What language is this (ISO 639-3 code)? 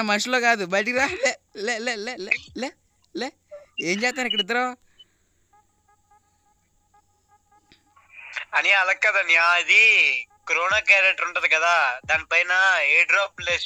tel